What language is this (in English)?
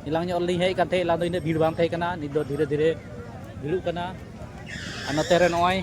Santali